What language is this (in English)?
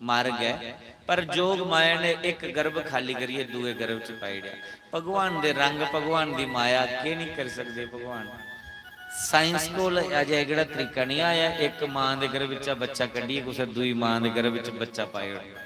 Dogri